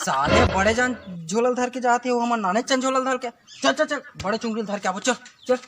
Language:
Chhattisgarhi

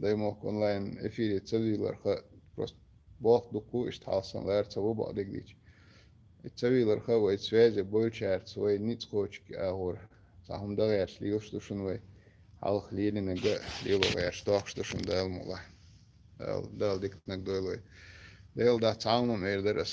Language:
Chechen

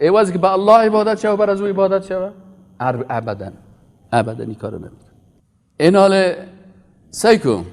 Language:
Persian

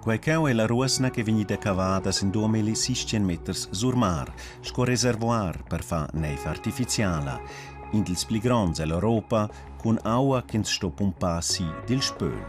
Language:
Romansh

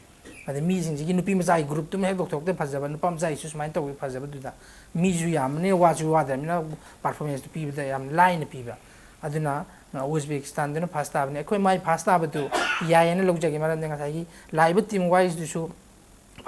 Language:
Manipuri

